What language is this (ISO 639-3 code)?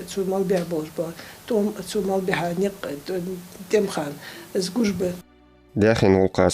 inh